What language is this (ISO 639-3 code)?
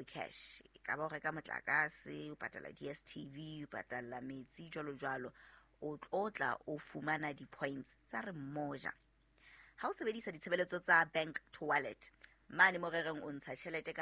sot